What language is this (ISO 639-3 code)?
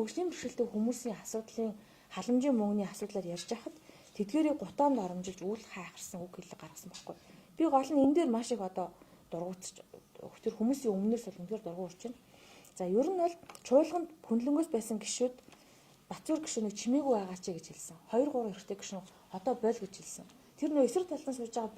mon